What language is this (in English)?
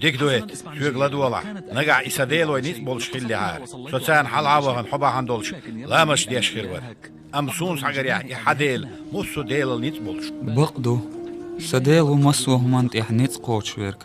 Chechen